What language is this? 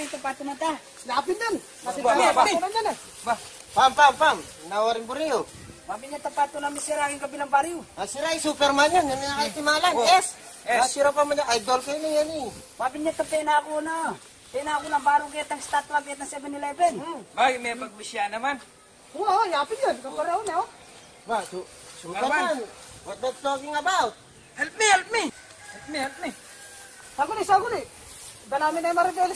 Pampanga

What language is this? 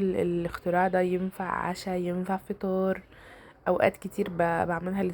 Egyptian Arabic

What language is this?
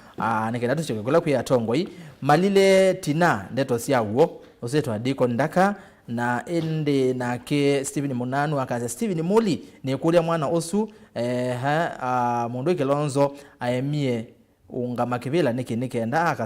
Kamba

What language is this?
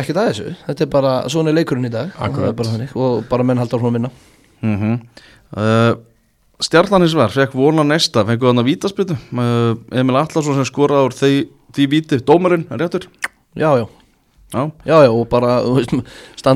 Icelandic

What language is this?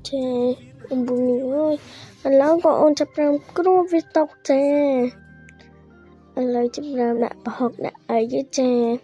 Khmer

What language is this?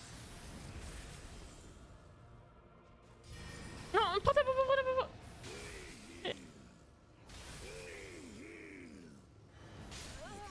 French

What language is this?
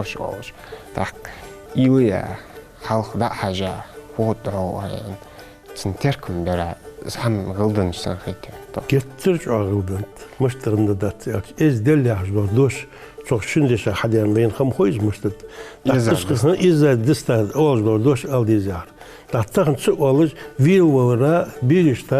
Ingush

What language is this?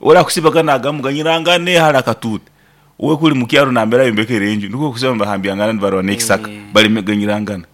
Nyoro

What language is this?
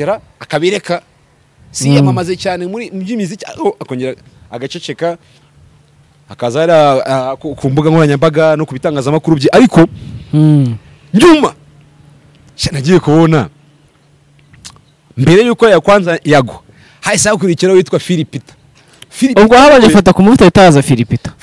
Kinyarwanda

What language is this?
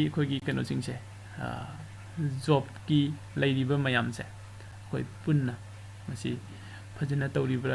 Manipuri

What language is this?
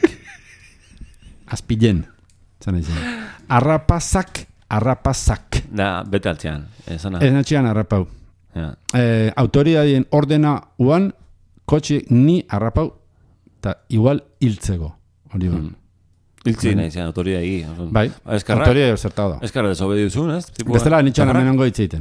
Basque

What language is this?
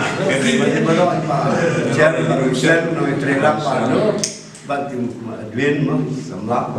Khasi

